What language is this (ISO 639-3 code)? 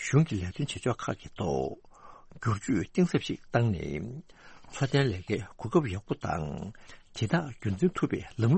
bod